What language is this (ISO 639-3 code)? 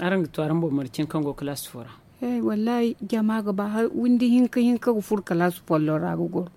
dje